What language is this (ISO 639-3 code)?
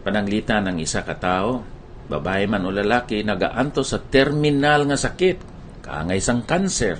hil